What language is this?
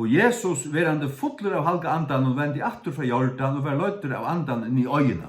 Faroese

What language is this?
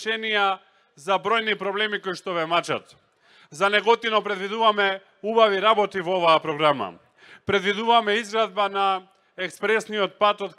Macedonian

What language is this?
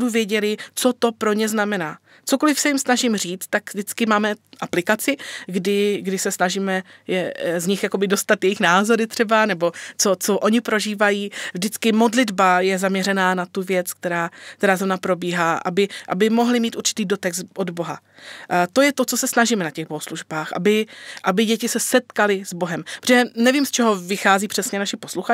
Czech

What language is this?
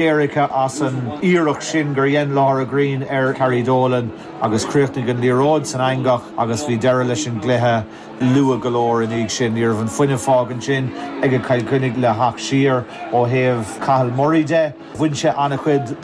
Irish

